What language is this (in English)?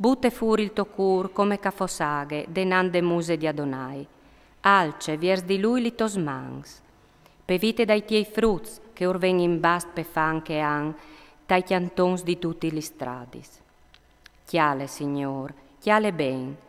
Friulian